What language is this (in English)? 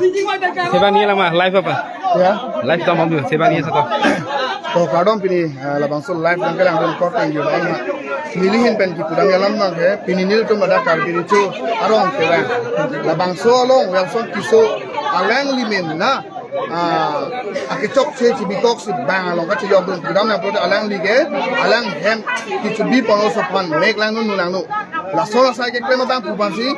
Karbi